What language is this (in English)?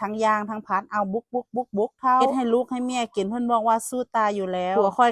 Northeastern Thai